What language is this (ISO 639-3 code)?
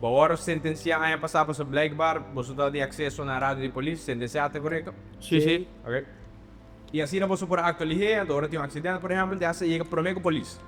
pap